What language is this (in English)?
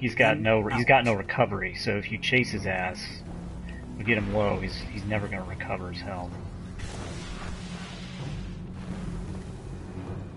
English